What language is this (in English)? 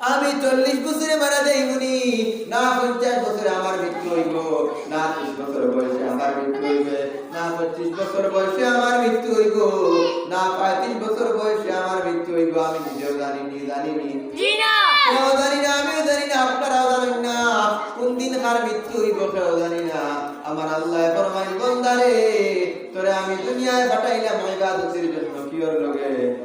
Sylheti